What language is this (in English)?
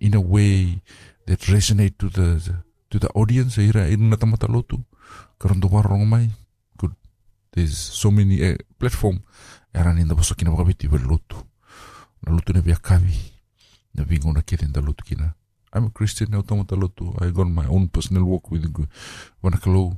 Fijian